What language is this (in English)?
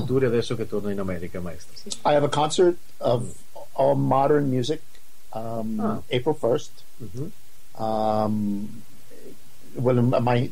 Italian